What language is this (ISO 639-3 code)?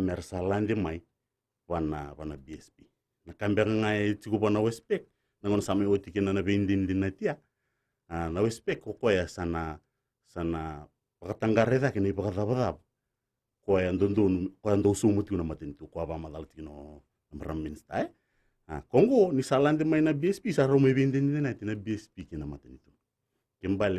fij